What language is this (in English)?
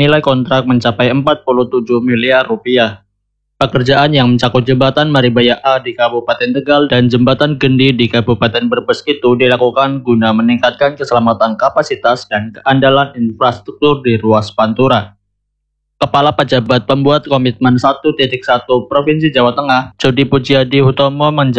Indonesian